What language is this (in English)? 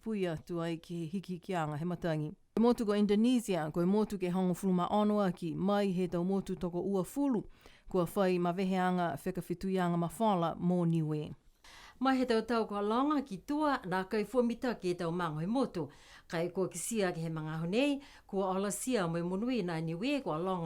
Niuean